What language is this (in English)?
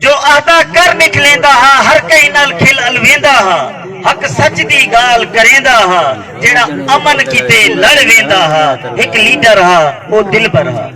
Saraiki